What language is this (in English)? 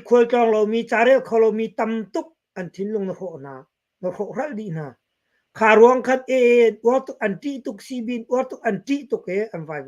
Hakha Chin